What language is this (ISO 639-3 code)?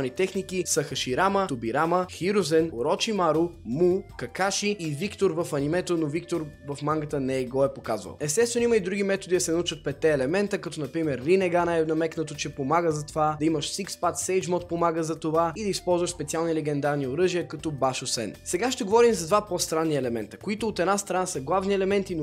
bul